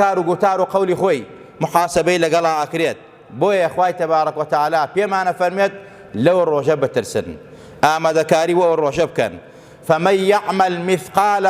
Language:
Central Kurdish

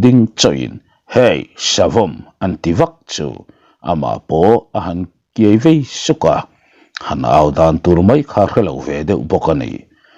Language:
Mizo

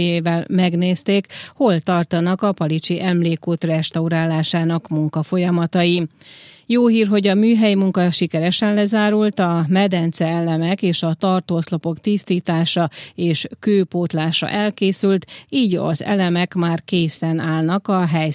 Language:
Hungarian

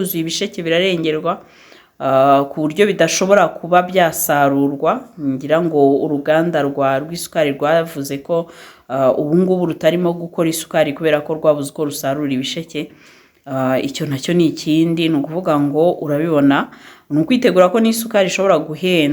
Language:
Kinyarwanda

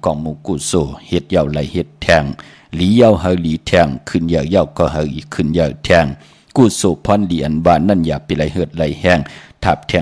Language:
Shan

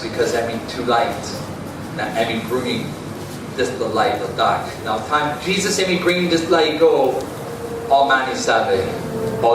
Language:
Tok Pisin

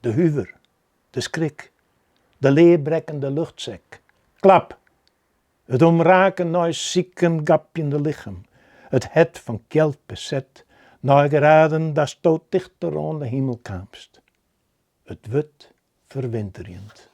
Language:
Western Frisian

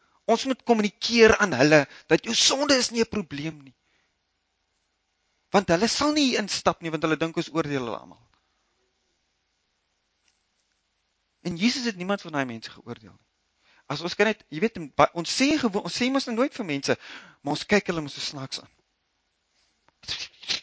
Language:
Afrikaans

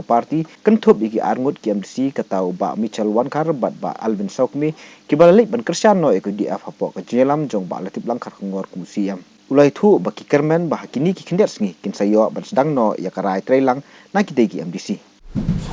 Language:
Khasi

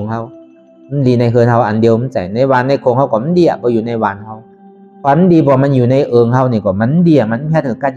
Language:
Shan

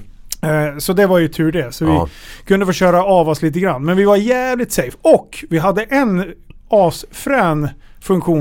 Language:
Swedish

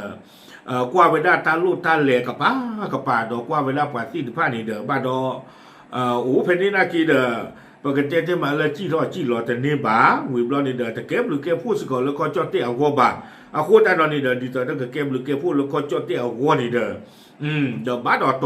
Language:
S'gaw Karen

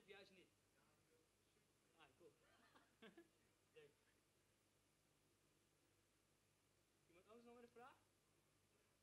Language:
Dutch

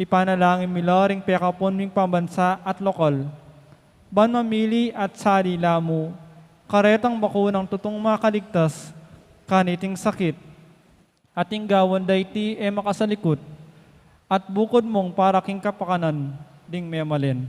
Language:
Pampanga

